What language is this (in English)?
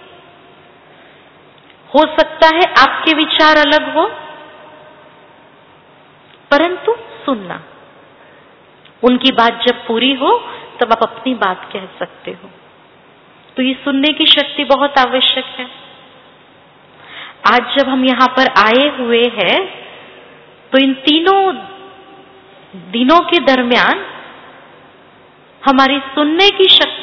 Hindi